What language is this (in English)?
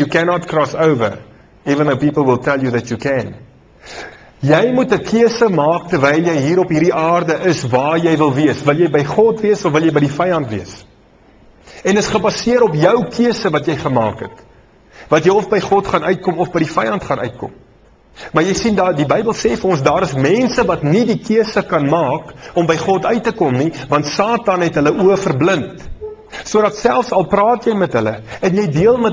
Afrikaans